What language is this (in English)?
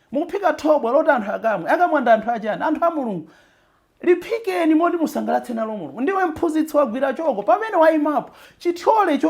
Nyanja